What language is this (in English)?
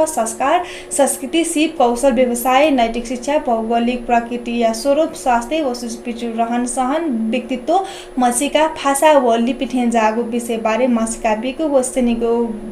Newari